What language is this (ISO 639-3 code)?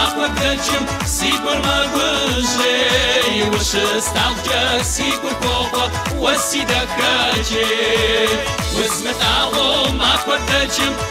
kbd